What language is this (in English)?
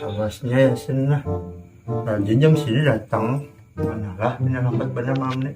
Banjar